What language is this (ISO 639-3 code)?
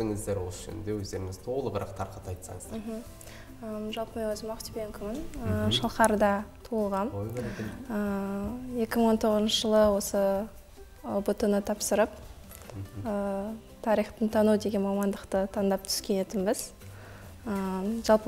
kaz